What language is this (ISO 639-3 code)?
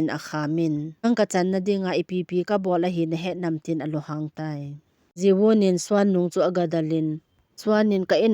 tcz